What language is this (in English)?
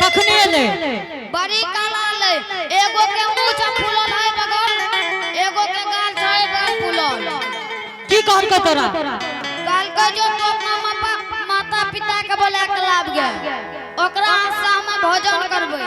Angika